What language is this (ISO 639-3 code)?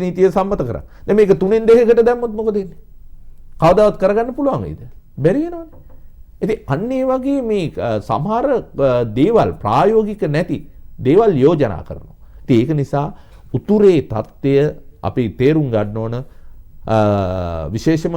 sin